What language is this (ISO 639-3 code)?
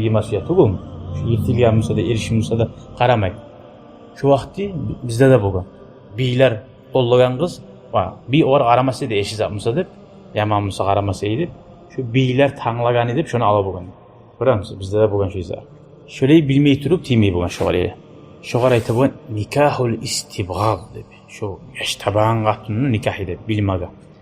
kum